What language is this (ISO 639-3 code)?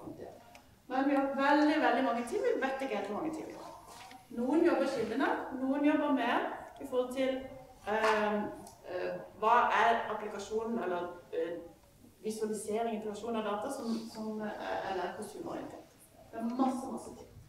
nor